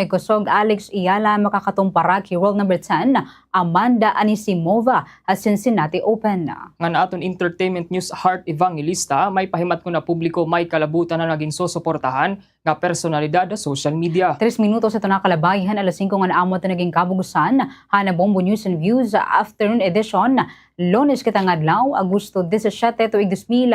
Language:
Waray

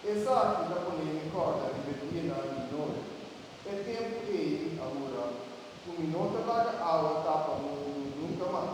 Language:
Papiamento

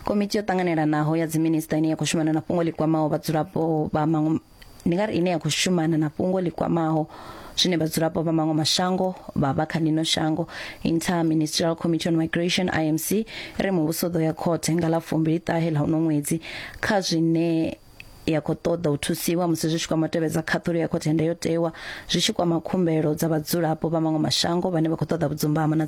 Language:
Venda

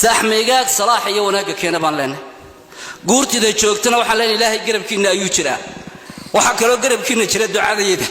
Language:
Somali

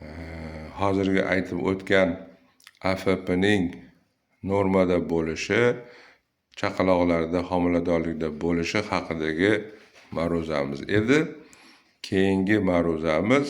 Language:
Uzbek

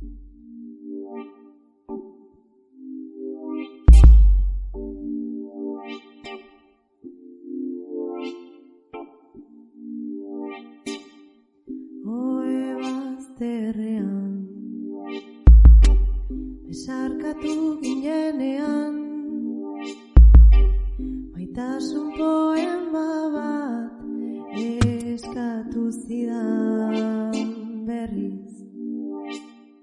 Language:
Basque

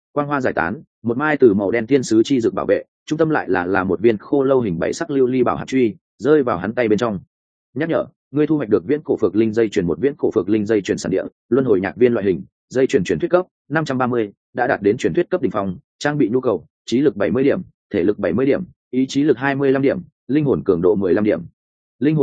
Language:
Vietnamese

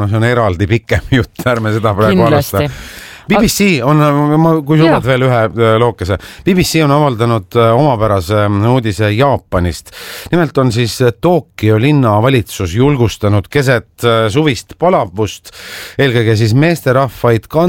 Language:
Estonian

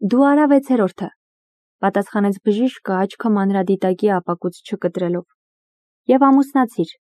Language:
Armenian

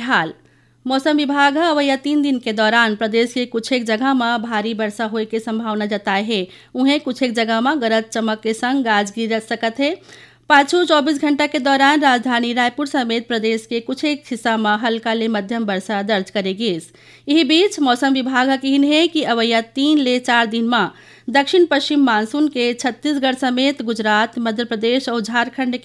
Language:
Chhattisgarhi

